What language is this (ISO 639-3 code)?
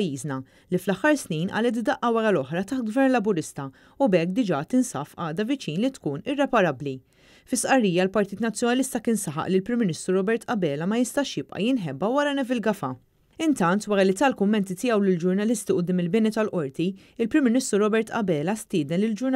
mlt